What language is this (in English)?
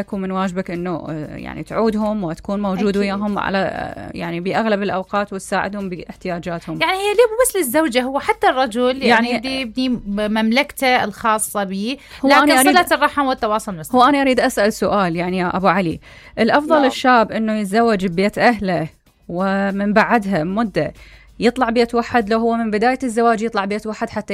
Mesopotamian Arabic